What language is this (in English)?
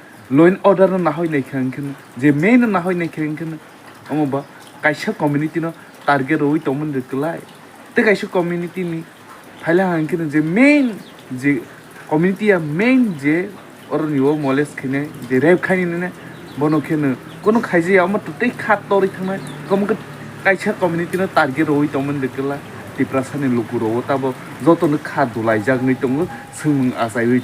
Kok Borok